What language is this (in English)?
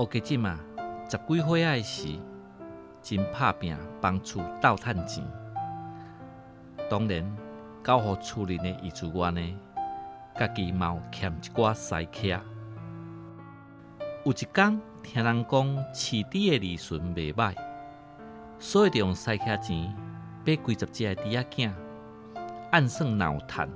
Min Nan Chinese